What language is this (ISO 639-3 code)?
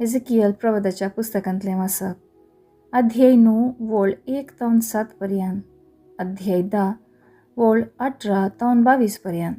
kok